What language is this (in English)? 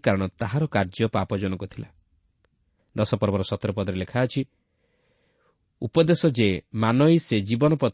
Odia